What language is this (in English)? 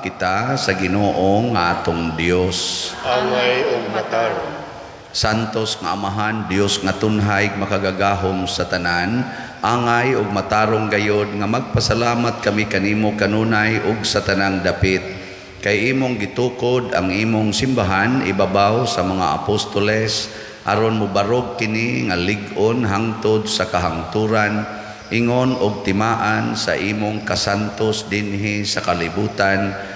Cebuano